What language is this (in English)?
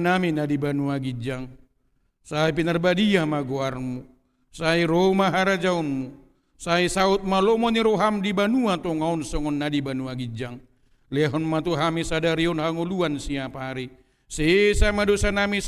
Batak Toba